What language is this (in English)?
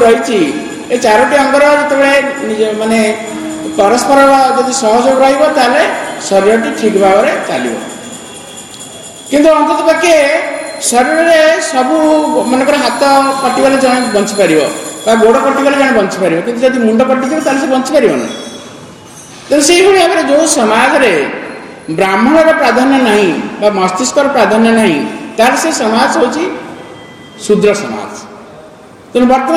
Odia